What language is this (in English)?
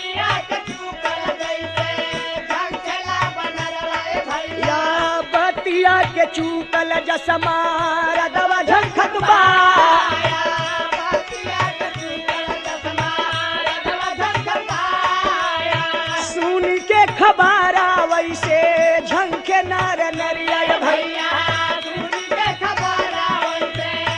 Bhojpuri